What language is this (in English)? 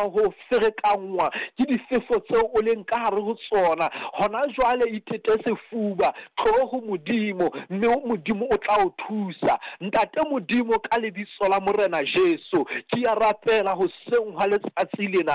Southern Sotho